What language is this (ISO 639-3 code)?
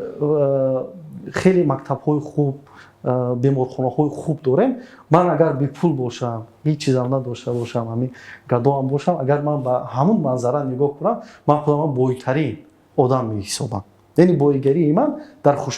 tgk